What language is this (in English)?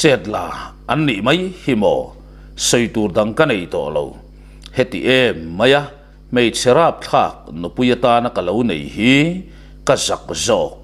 Mizo